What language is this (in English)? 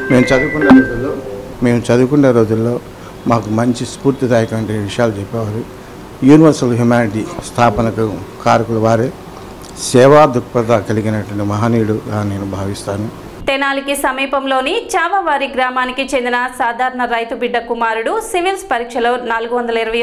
Telugu